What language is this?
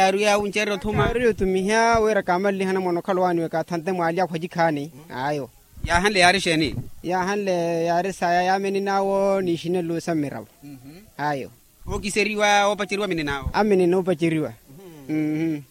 Makhuwa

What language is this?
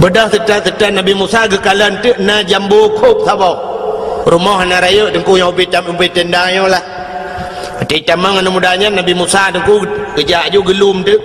Achinese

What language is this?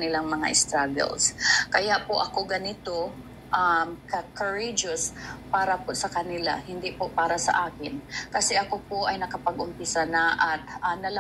Filipino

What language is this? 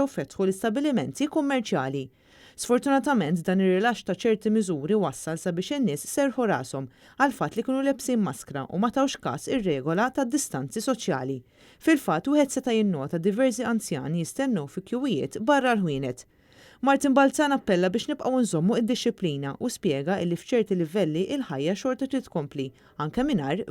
Maltese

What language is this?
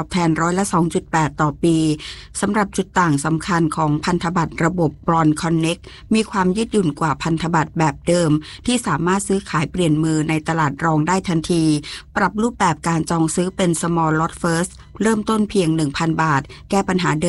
Thai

